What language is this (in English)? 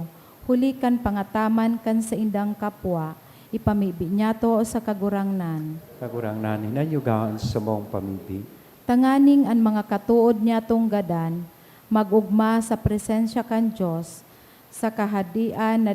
Bikol